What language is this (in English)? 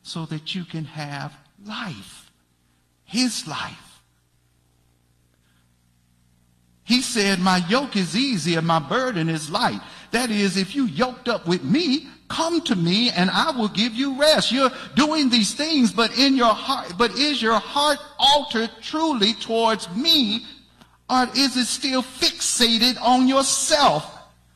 English